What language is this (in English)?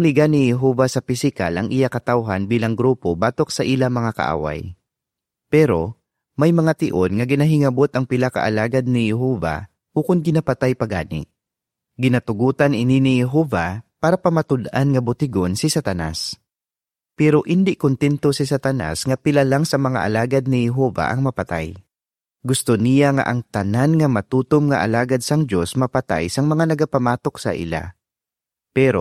Hiligaynon